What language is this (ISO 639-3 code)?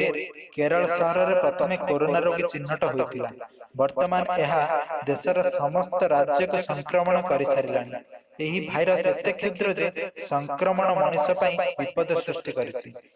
ori